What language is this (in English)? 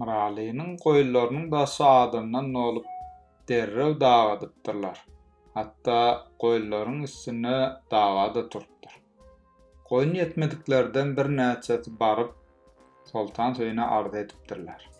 Turkmen